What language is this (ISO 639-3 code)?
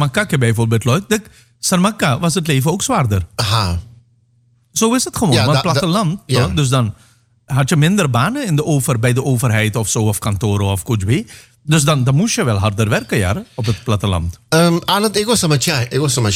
nld